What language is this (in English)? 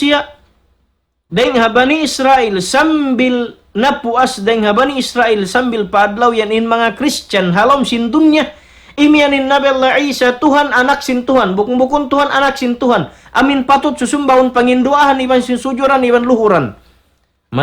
Tausug